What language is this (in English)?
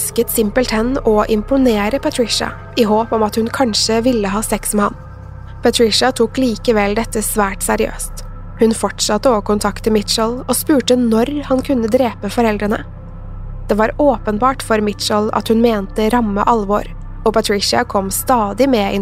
Norwegian